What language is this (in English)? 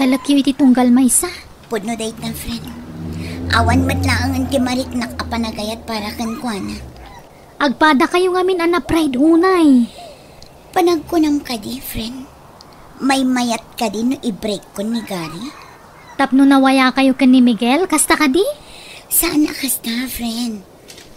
Iloko